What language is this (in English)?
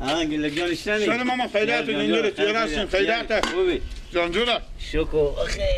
Persian